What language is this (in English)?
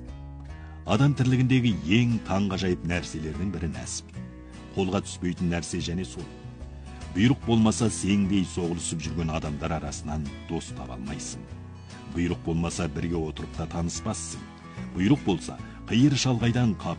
Kazakh